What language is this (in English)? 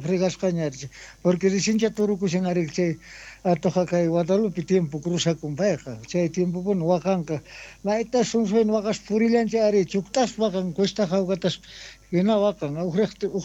South Bolivian Quechua